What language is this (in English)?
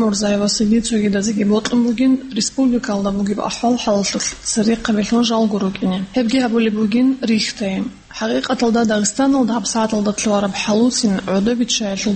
Avaric